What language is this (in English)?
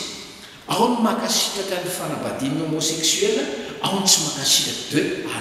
Malagasy